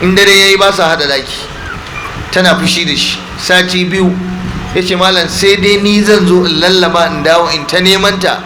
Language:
Hausa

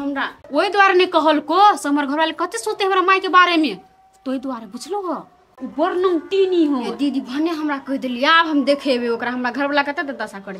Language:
Maithili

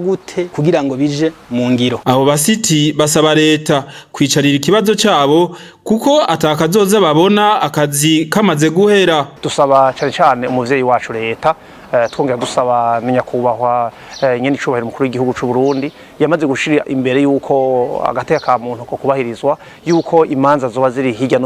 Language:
Rundi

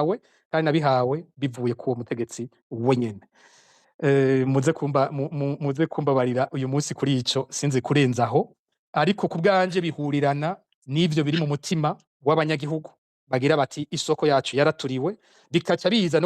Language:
Rundi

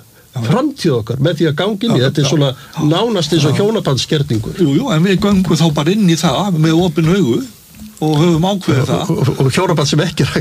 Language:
Icelandic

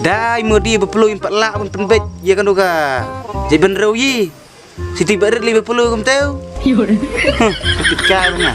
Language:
Khasi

